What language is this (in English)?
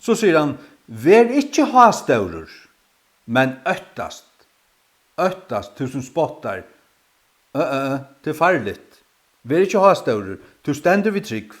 Faroese